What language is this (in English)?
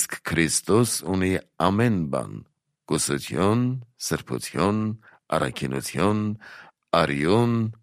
Armenian